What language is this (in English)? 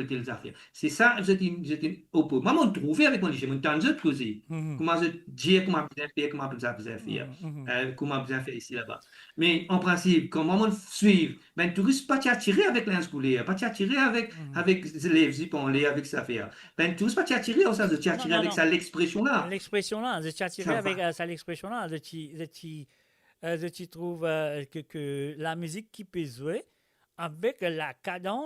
Morisyen